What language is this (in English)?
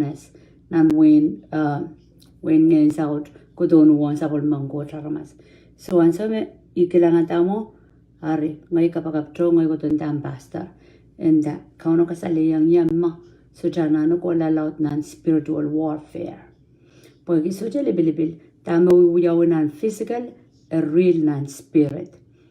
Pohnpeian